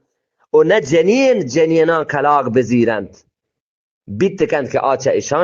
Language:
Eastern Balochi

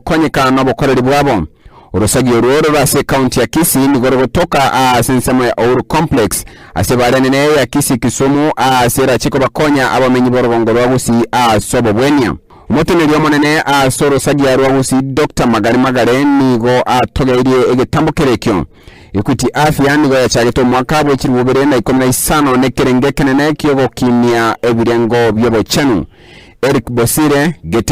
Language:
Gusii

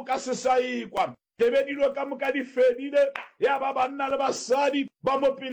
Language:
Northern Sotho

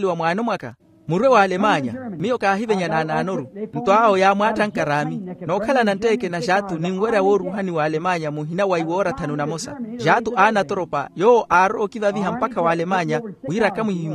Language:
Makhuwa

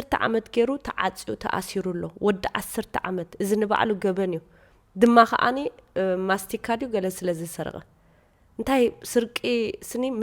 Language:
Tigrinya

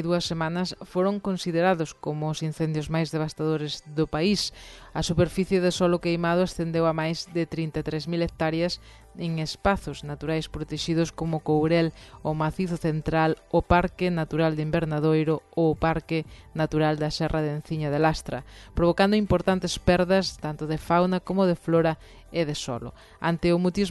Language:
Galician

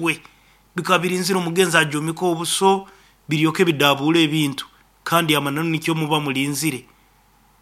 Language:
Nyoro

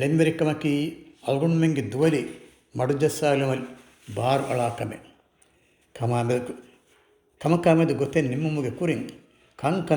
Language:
Divehi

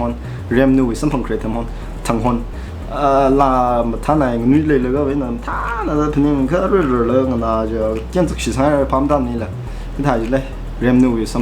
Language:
Tangkhul Naga (India)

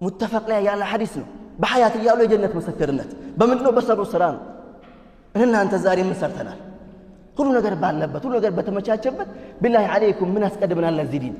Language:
Amharic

